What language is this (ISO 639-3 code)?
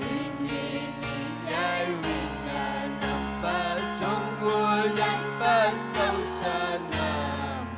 quy